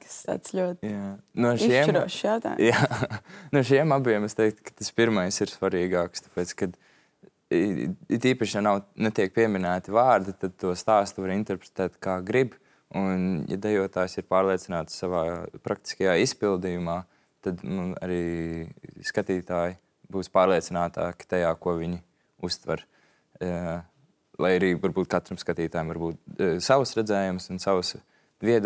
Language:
Latvian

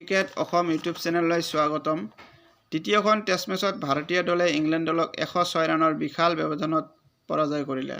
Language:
Assamese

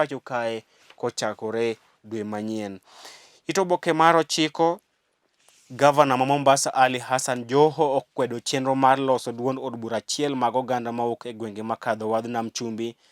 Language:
Luo (Kenya and Tanzania)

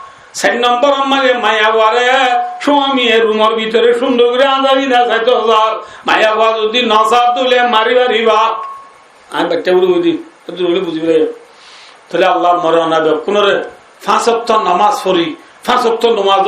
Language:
Rohingya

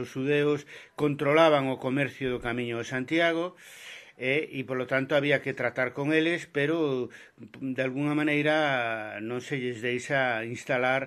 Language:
Galician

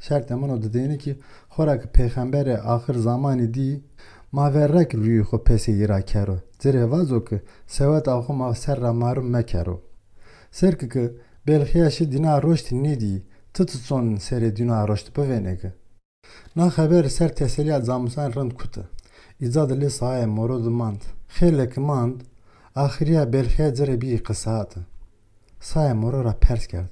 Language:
Zaza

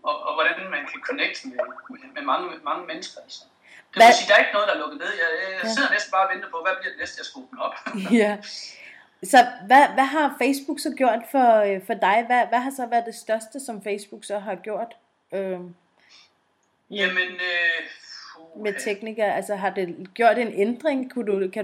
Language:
Danish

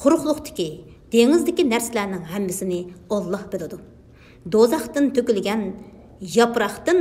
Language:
Uyghur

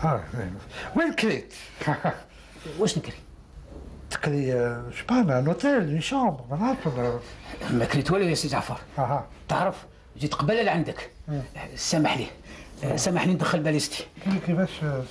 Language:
Algerian Arabic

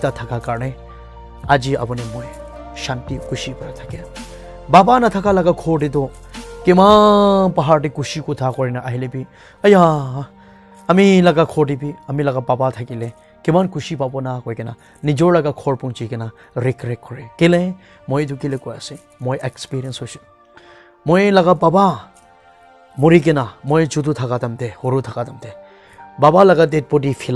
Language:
Naga Pidgin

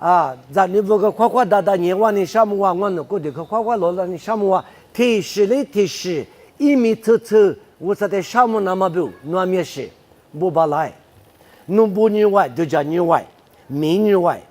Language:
Lisu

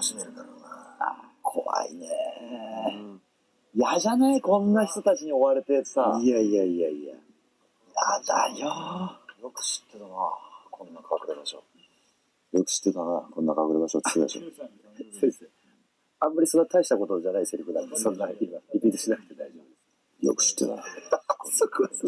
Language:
Japanese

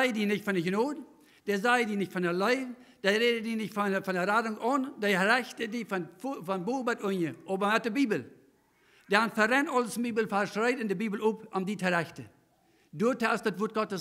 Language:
Plautdietsch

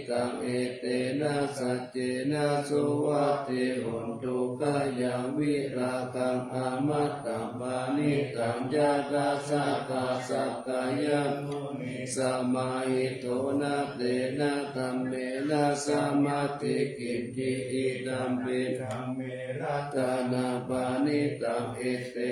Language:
Pali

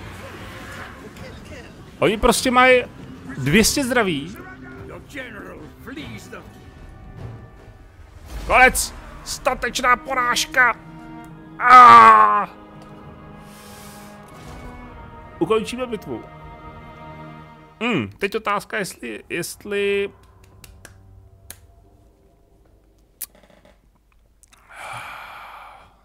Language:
Czech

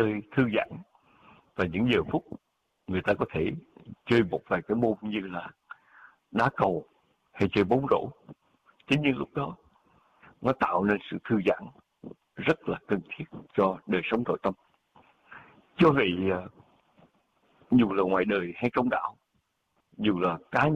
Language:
Vietnamese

